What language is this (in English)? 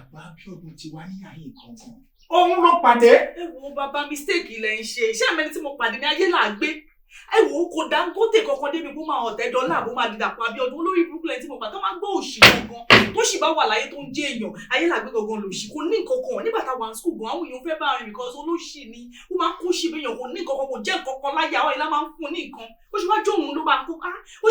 Yoruba